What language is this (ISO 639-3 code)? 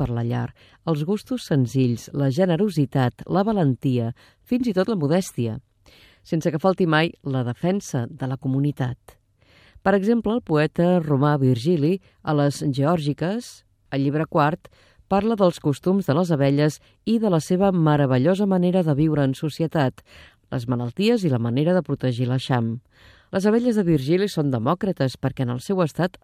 cat